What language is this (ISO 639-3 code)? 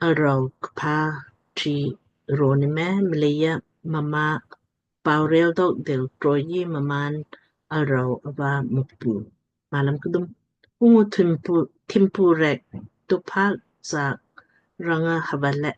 lmk